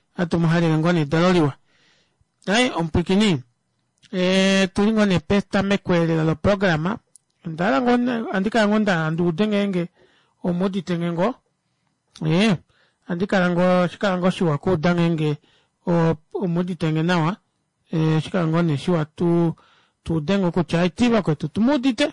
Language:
Kuanyama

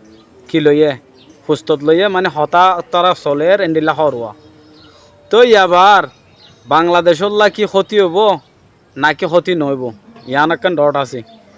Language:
Rohingya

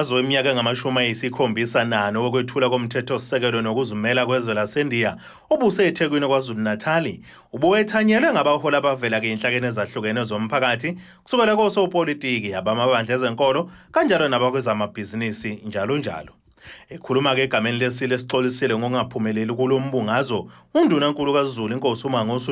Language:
Zulu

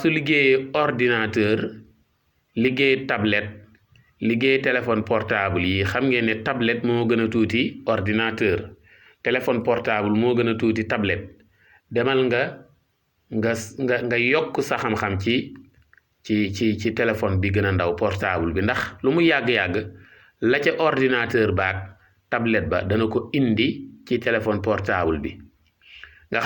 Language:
Wolof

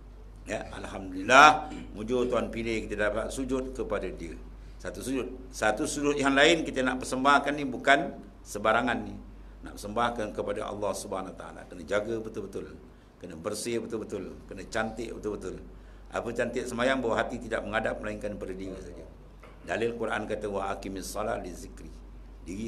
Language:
Malay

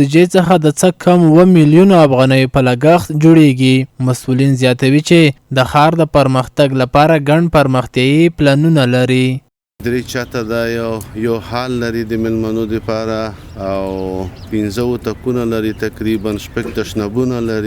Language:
Pashto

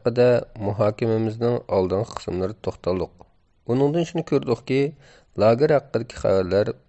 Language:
Uyghur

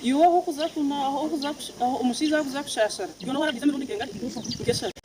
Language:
Nyankole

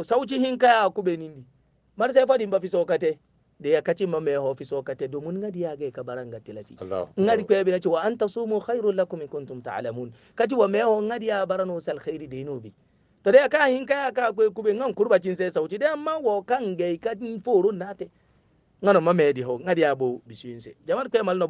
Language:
Hausa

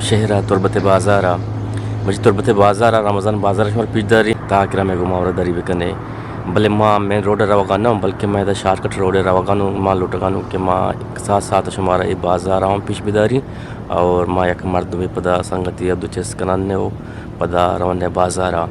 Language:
Eastern Balochi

